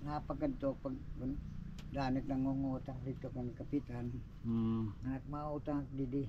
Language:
Waray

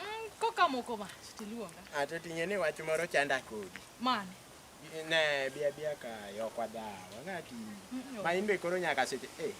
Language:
Luo (Kenya and Tanzania)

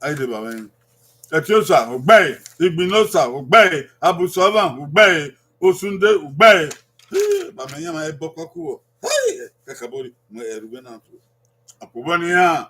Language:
Bini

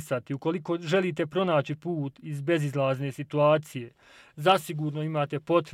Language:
Bosnian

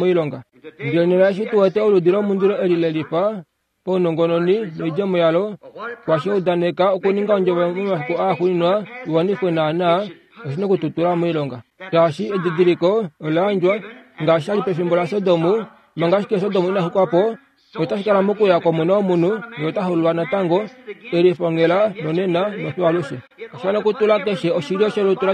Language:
Kuanyama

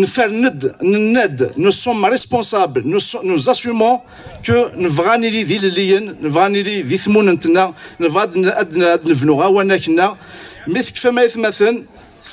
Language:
Kabyle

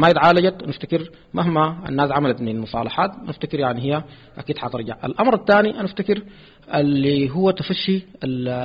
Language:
Sudanese Arabic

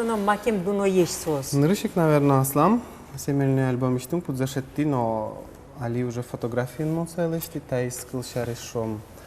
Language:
Udmurt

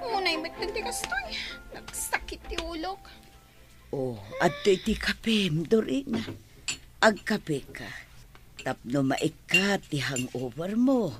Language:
Iloko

